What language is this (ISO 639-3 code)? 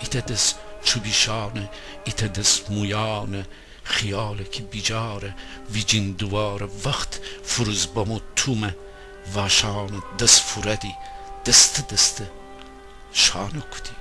glk